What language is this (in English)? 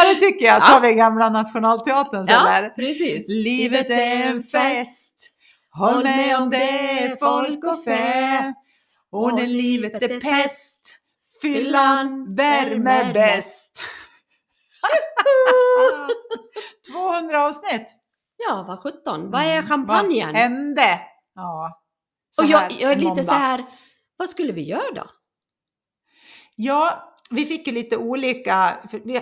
Swedish